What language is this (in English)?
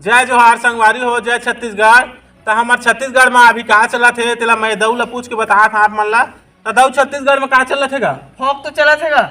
Chhattisgarhi